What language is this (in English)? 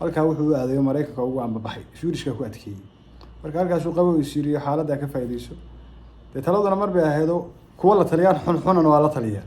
Somali